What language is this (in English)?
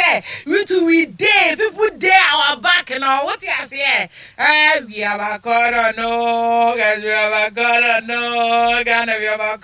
Akan